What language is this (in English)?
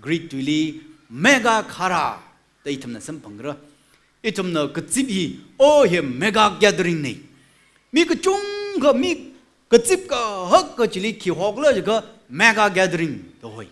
Tangkhul Naga (India)